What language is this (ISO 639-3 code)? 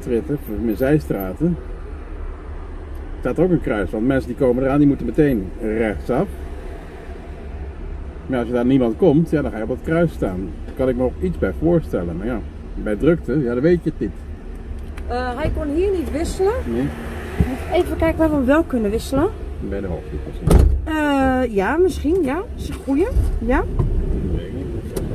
nld